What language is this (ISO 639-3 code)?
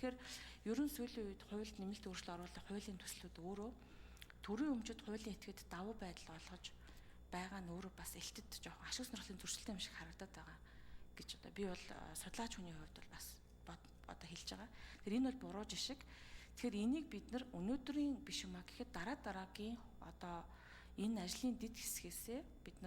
mon